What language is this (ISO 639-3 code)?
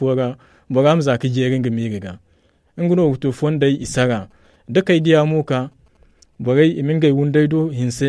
dje